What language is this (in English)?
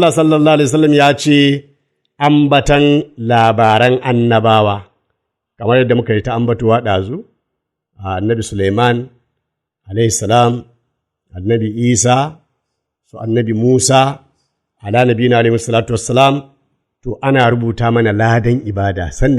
Hausa